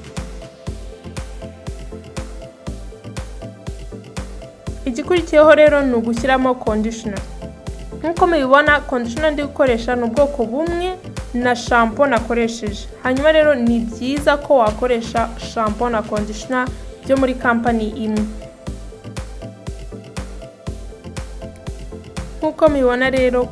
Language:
Kinyarwanda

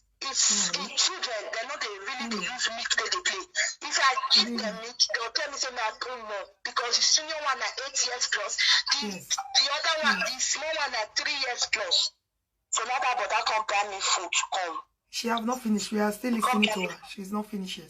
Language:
Nigerian Pidgin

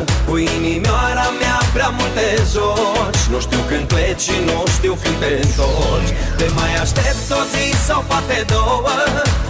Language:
Romanian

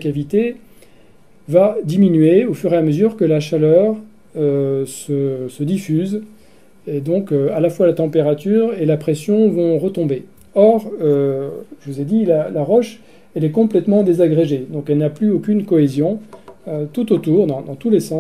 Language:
French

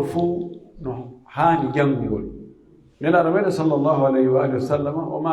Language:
Pular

